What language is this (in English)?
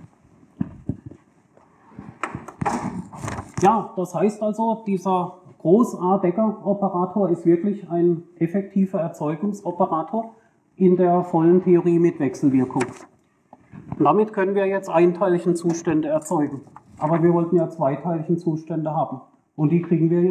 German